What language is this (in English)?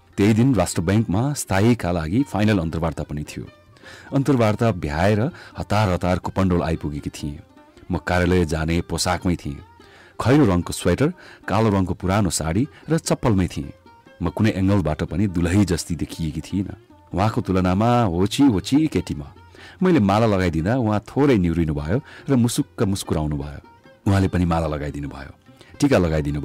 Nepali